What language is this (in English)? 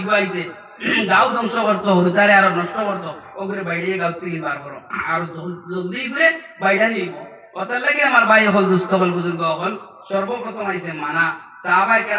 Sylheti